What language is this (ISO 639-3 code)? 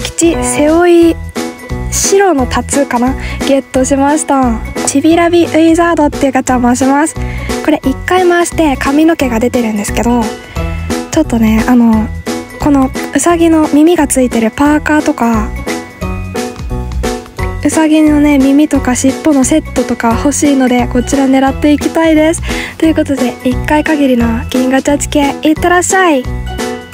jpn